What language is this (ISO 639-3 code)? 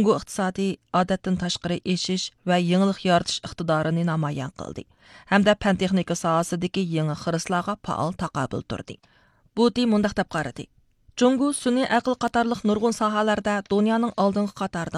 uig